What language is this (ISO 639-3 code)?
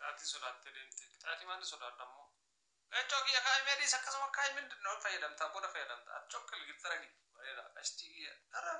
orm